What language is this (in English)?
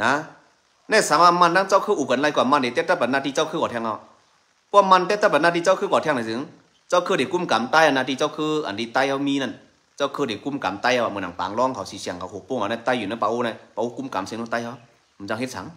Shan